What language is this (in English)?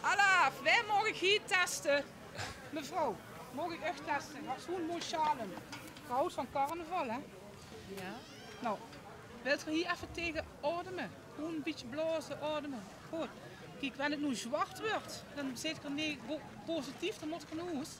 Limburgish